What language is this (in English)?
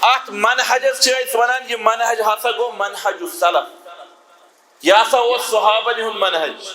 Kashmiri